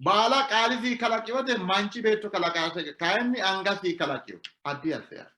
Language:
Sidamo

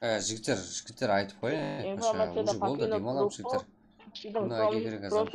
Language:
Kara-Kalpak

